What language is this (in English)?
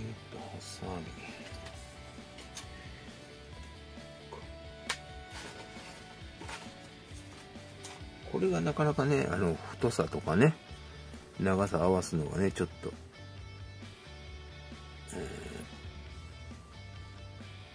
Japanese